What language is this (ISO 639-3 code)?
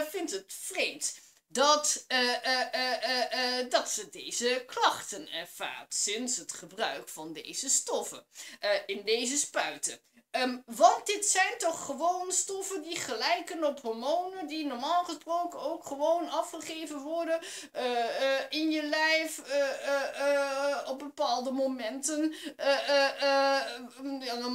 nld